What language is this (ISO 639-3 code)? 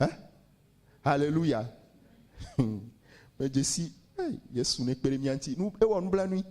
ewe